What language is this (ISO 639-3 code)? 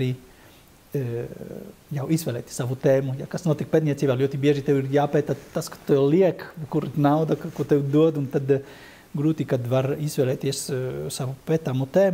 lav